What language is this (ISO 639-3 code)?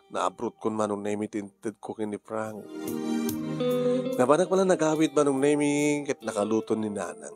ilo